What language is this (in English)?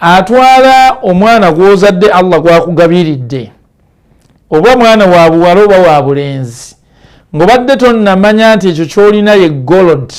Ganda